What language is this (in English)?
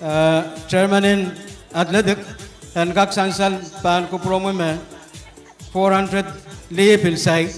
Pohnpeian